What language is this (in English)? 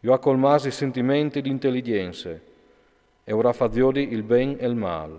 Friulian